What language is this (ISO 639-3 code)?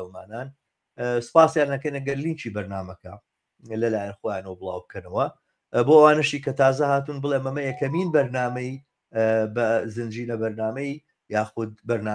ckb